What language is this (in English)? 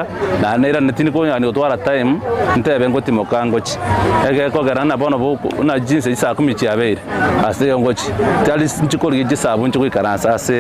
Gusii